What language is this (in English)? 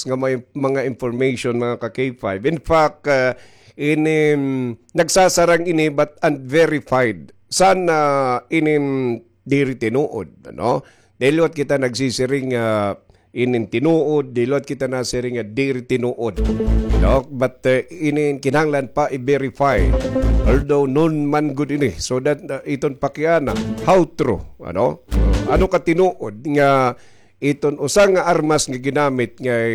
Waray